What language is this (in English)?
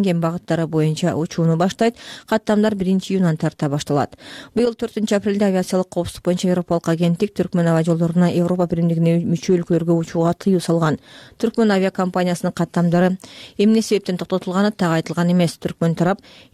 Kyrgyz